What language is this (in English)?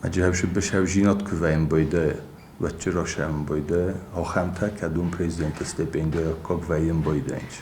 Ossetic